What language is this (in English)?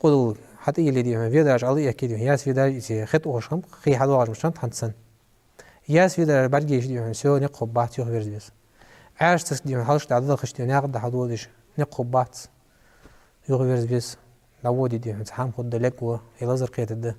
Ingush